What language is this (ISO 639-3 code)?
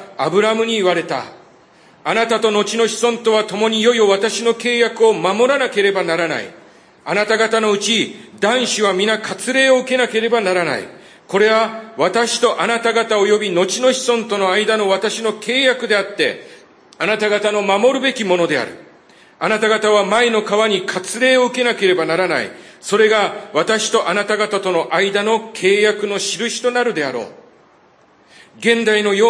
jpn